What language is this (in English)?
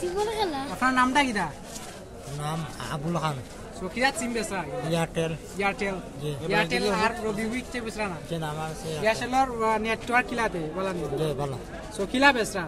Sylheti